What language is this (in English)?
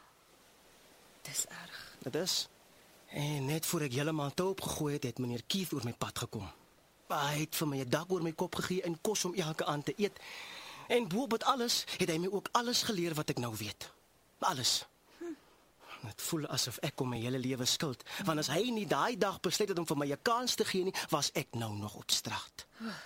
Afrikaans